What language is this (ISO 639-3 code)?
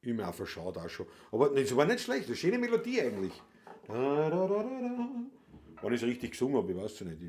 bar